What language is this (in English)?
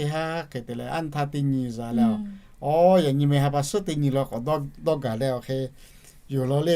Lahu